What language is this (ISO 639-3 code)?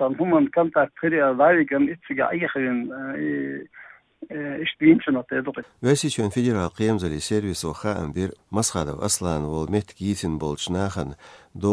che